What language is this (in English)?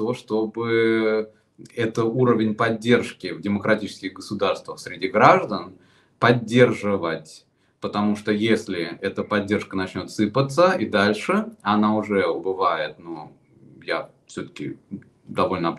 Russian